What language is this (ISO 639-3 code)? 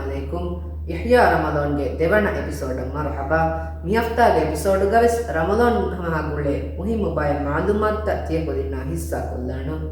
div